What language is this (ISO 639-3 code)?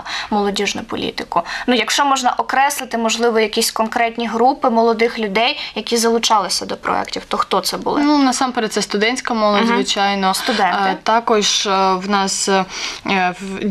ukr